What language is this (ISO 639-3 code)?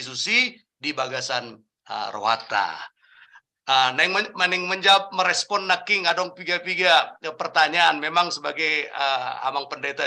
bbc